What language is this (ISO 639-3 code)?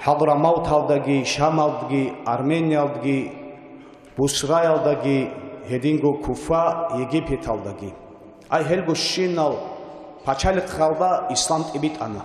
ava